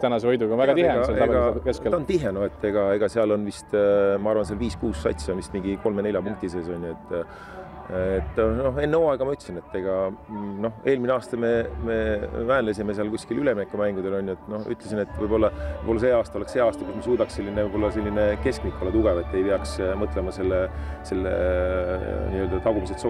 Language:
Estonian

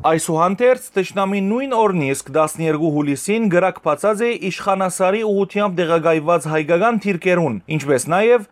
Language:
Western Armenian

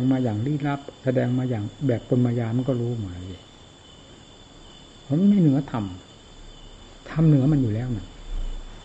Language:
Thai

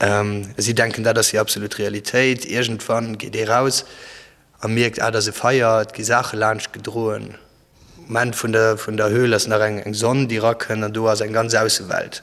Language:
Luxembourgish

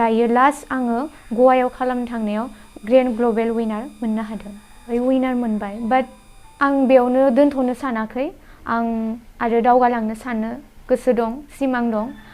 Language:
Bodo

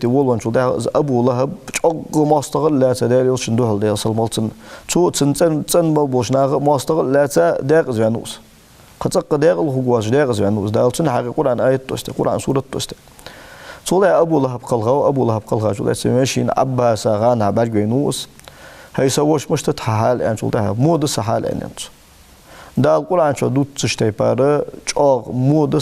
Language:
Ingush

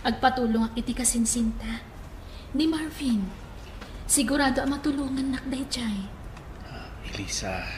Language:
Iloko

